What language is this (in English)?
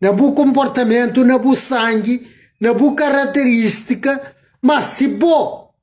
Kabuverdianu